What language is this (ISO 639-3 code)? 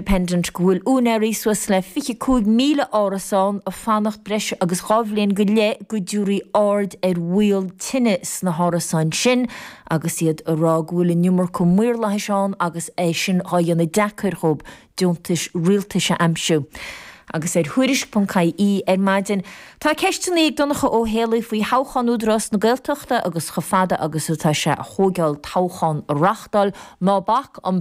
gle